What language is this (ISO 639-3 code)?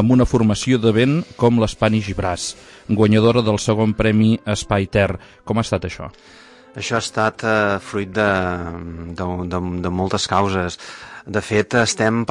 cat